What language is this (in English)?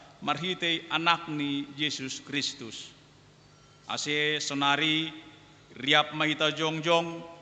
Batak Simalungun